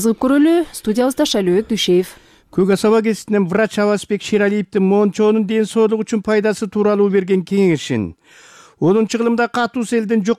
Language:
Kyrgyz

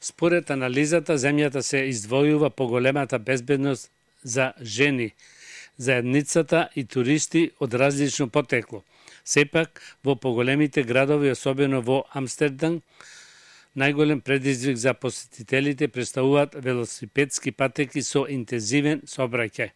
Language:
Macedonian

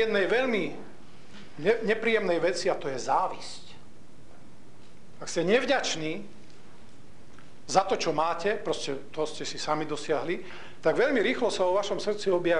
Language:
Slovak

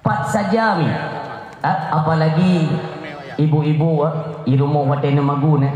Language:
Achinese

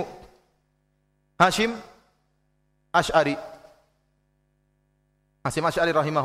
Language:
Indonesian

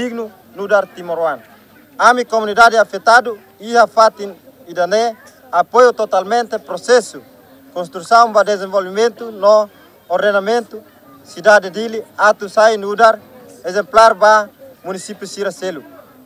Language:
Tetum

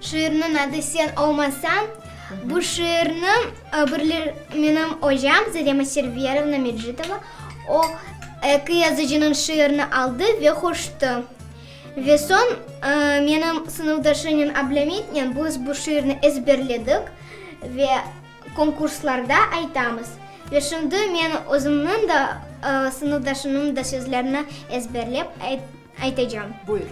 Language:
Crimean Tatar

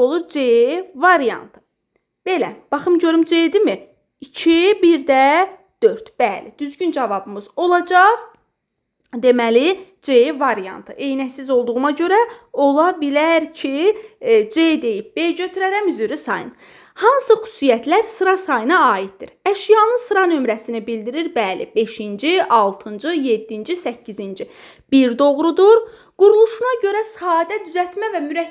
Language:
Azerbaijani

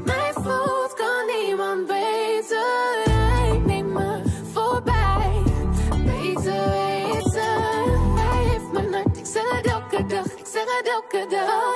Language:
Dutch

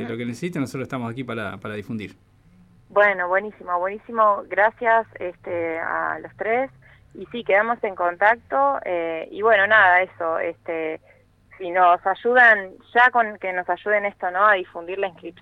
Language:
Spanish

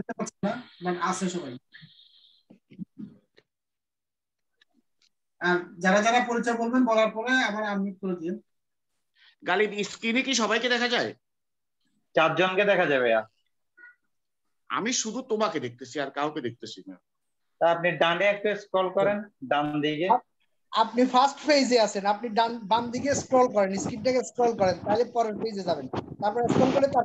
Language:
Bangla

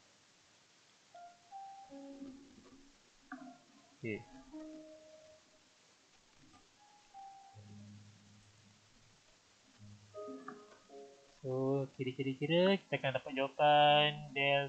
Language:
Malay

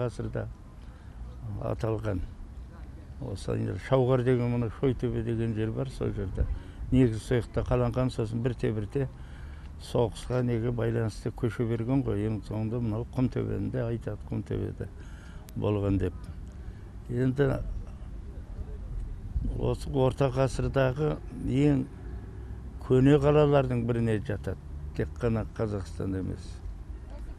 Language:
Kazakh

